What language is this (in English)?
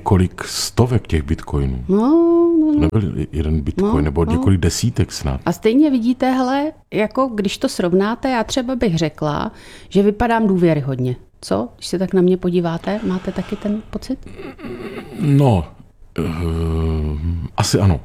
Czech